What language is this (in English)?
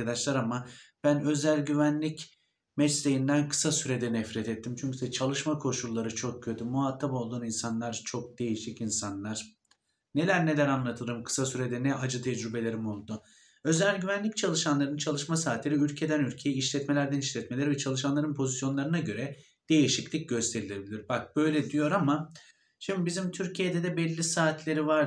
Turkish